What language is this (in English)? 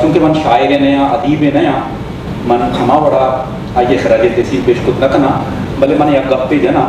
Eastern Balochi